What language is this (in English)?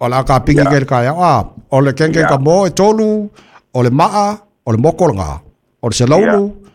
Samoan